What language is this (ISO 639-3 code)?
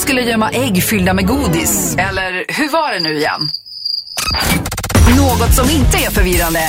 swe